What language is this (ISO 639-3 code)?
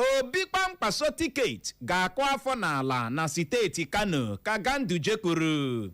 ibo